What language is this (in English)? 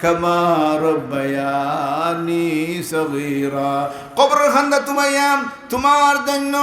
Sylheti